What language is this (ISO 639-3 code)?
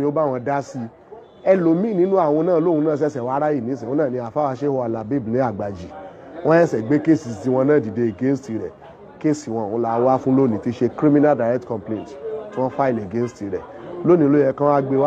yor